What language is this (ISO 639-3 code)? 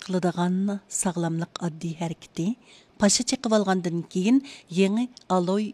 uig